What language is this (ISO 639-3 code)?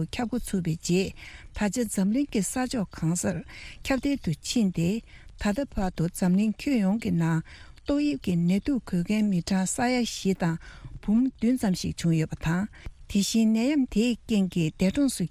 bod